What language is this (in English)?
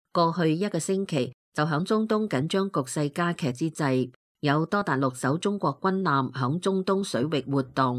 Cantonese